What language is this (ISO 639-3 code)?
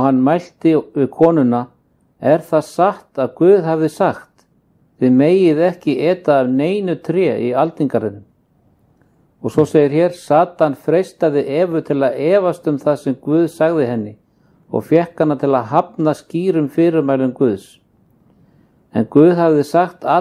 isl